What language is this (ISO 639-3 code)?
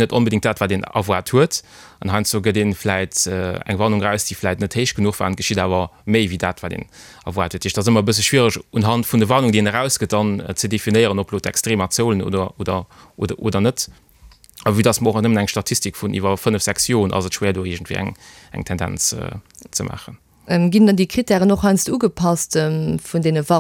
ltz